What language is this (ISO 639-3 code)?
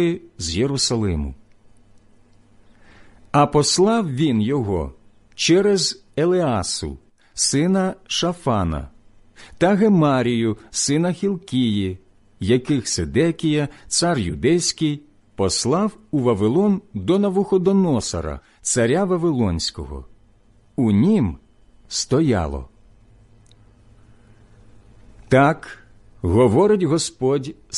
ukr